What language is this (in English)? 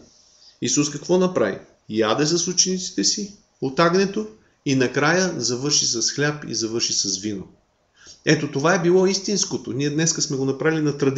Bulgarian